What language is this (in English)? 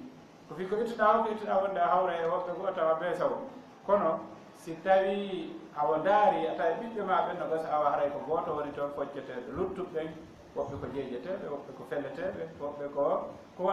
Fula